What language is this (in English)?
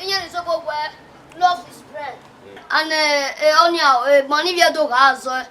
Bini